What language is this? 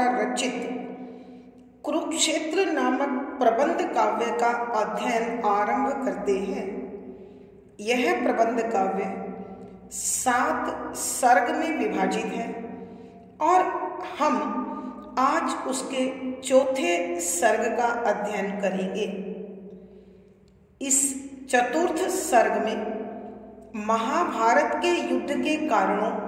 Hindi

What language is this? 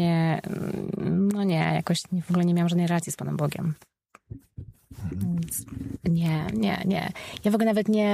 Polish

